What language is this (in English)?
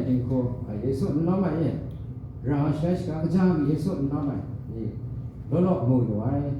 Kachin